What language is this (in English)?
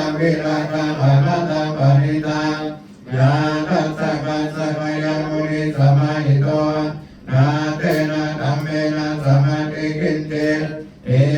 Pali